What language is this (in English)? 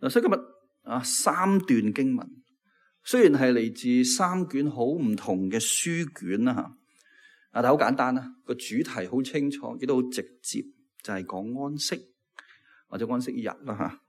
Cantonese